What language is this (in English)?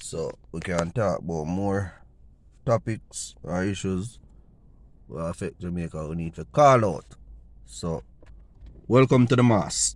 Jamaican Creole English